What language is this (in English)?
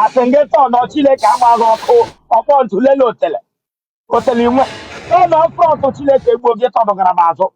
Igbo